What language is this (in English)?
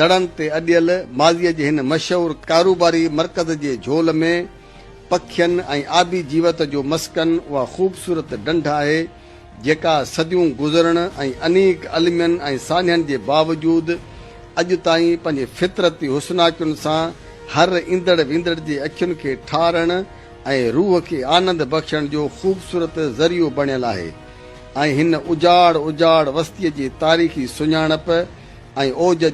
Sindhi